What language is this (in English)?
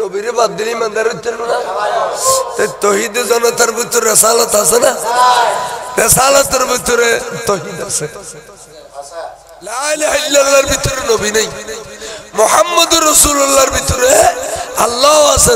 Bangla